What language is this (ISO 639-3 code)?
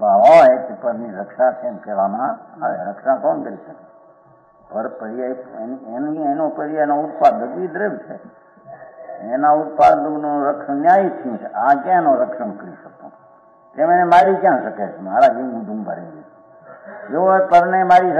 guj